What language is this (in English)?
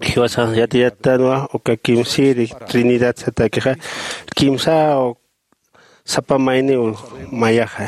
Aymara